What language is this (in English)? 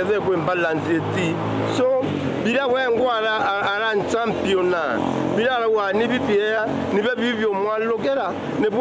Meru